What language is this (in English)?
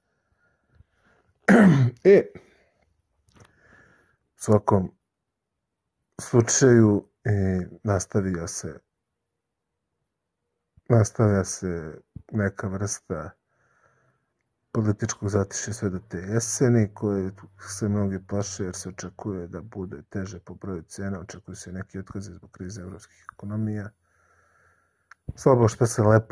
Serbian